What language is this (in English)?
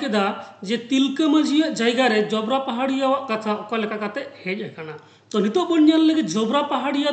Santali